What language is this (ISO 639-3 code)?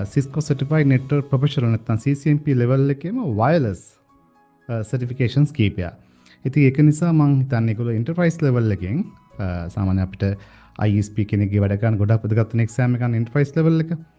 sin